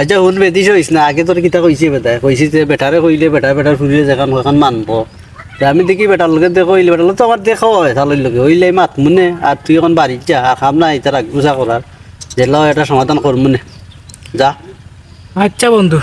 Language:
Sylheti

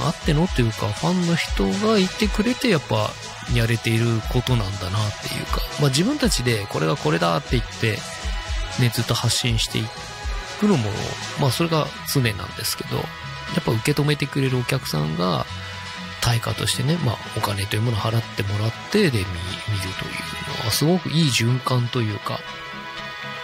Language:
Japanese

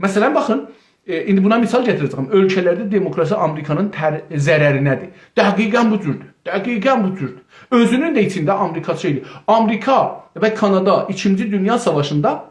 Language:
South Azerbaijani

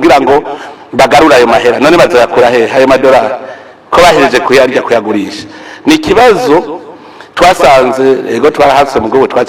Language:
Rundi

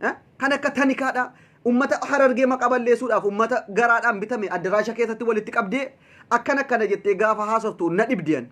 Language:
Oromo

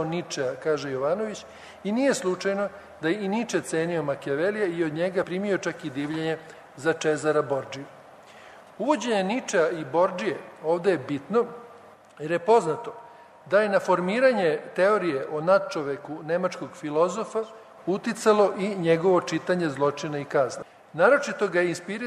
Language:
Serbian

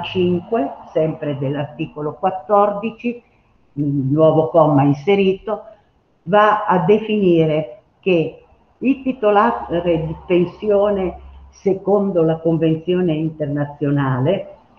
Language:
Italian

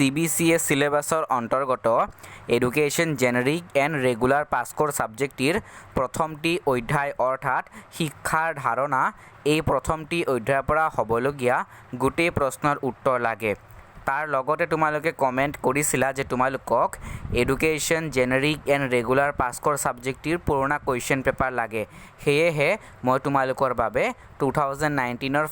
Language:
Assamese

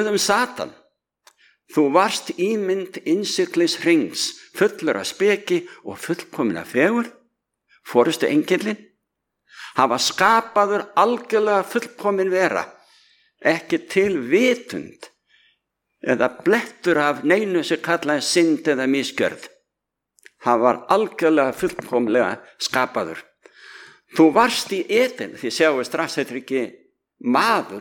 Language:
Icelandic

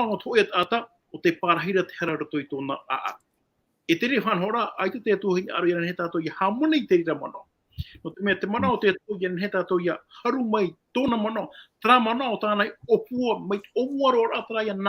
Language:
Tahitian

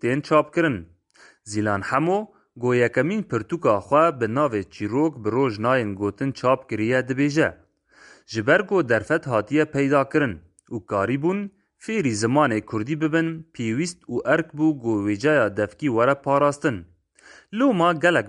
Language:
Kurdish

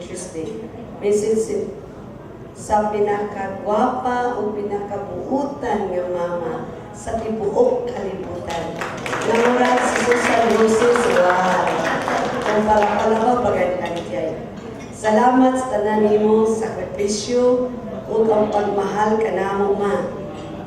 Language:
Cebuano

